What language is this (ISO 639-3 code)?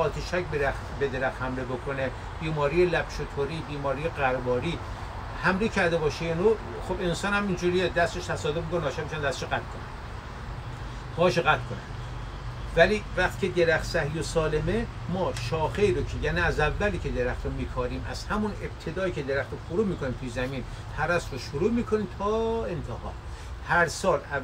fas